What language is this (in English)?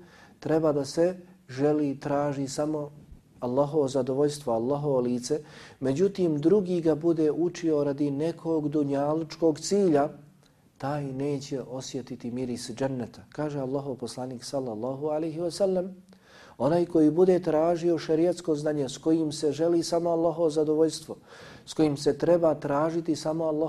Bosnian